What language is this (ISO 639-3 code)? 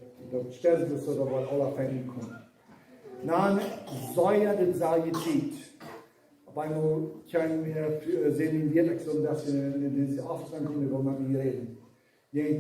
pdt